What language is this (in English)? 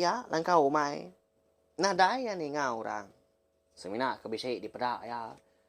Iban